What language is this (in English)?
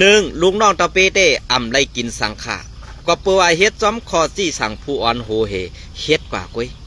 Shan